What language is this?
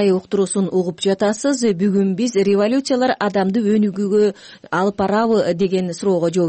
Kyrgyz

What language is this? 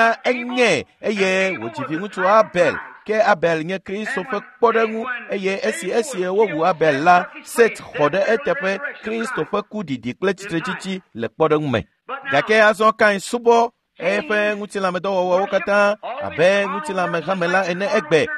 Ewe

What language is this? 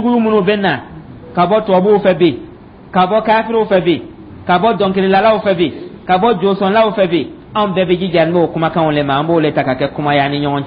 Dyula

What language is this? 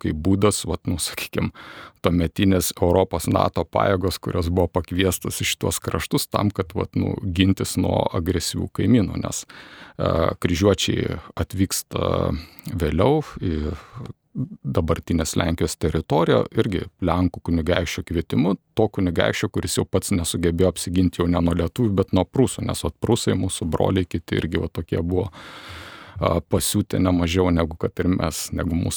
Lithuanian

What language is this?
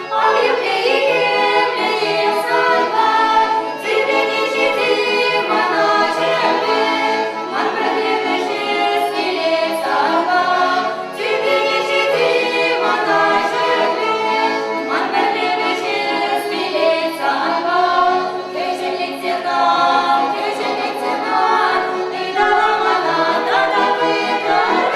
Chuvash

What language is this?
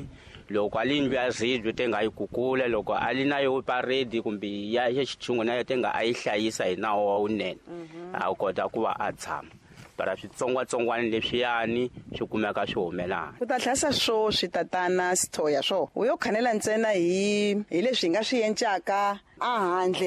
Tsonga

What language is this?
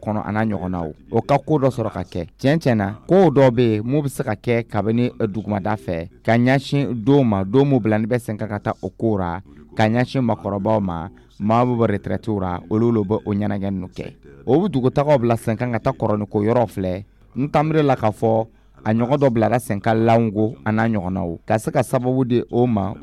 Dyula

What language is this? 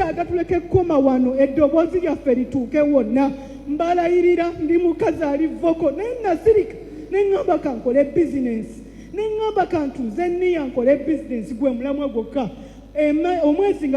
Ganda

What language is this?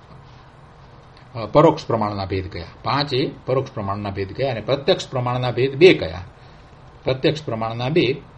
Gujarati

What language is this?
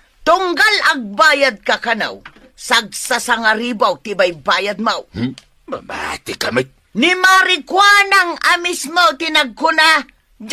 Iloko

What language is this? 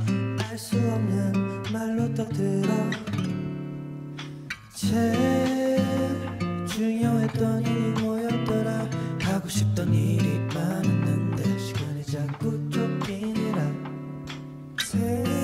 Korean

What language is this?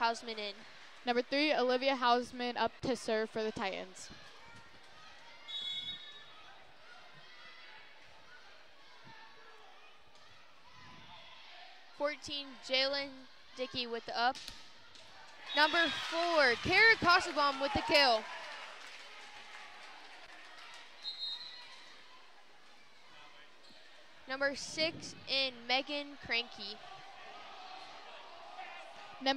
English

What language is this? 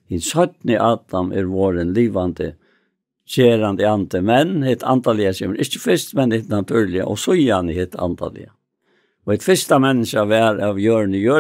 Faroese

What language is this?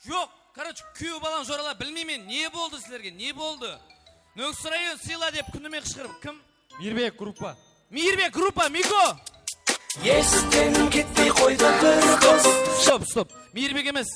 Kara-Kalpak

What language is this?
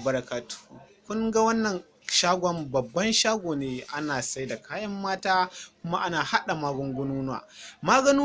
Hausa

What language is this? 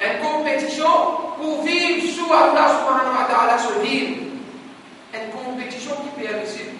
Morisyen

